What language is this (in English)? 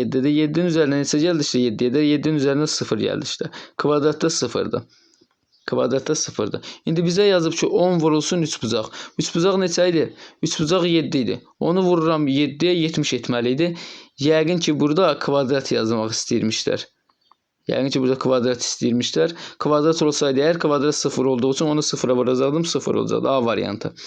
Azerbaijani